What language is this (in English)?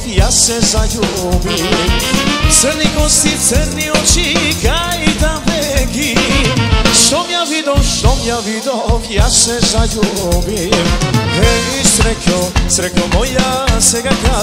Macedonian